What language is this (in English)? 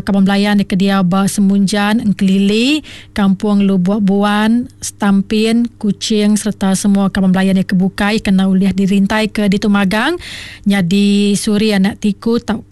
Iban